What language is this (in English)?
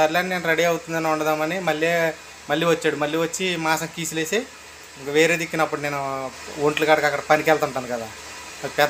Telugu